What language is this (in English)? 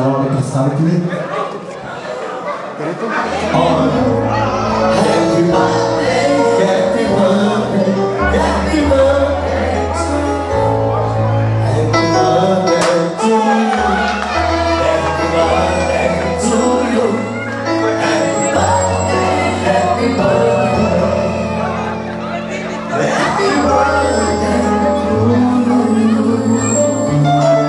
Bulgarian